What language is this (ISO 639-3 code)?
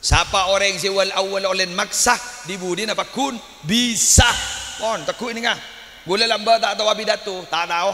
mad